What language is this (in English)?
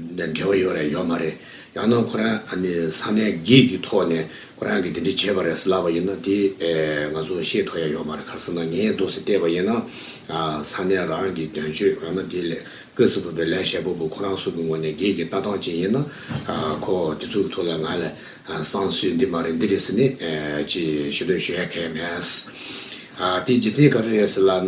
Tibetan